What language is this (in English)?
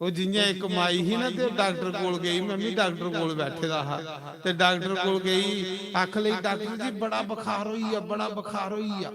Dogri